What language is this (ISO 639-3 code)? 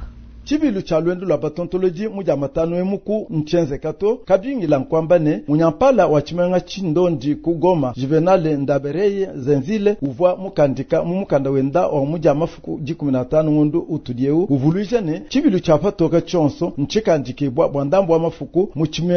lua